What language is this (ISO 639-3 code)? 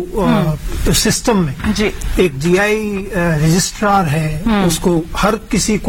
hin